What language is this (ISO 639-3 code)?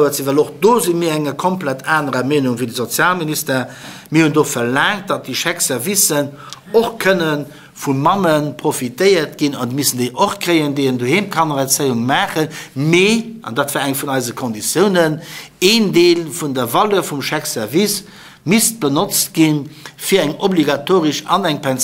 ltz